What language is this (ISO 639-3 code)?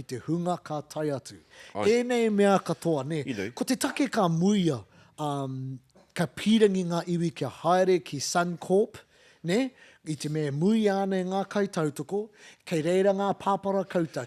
mri